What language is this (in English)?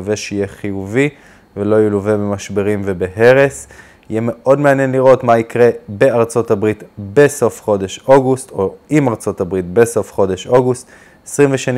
Hebrew